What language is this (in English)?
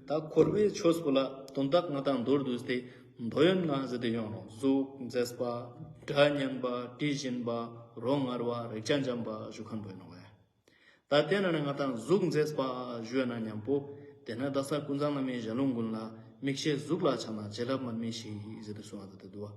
Ladakhi